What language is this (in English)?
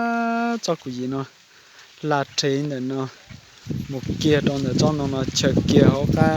Hmong